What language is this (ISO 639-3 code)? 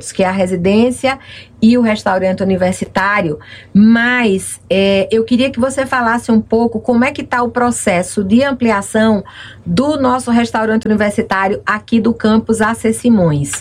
por